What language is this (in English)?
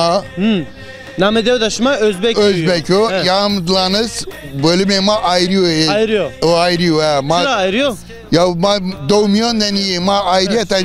Zaza